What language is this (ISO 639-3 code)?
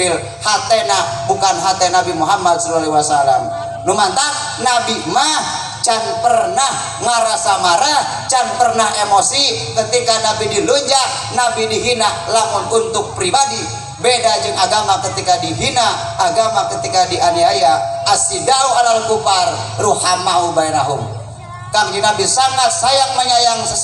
sun